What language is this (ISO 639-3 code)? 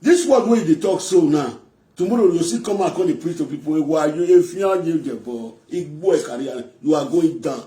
pcm